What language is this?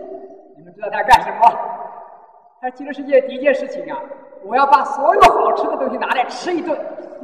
Chinese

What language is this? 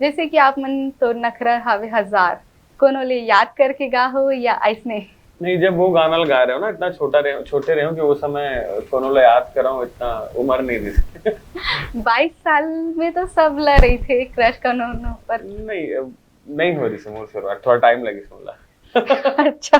Chhattisgarhi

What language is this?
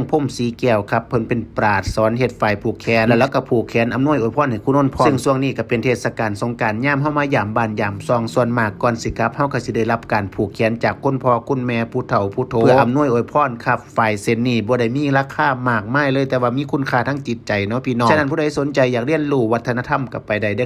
Northeastern Thai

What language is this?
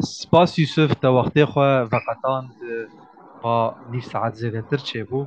Kurdish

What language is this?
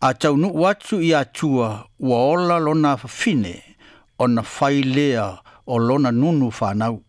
Samoan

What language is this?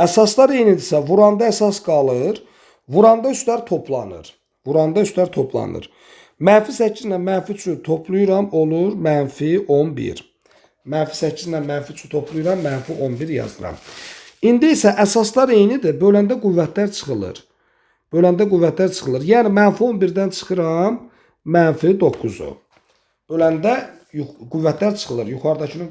Azerbaijani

